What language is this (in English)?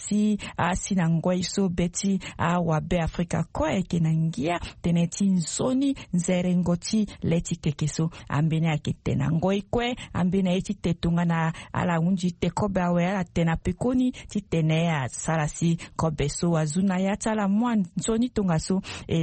Sango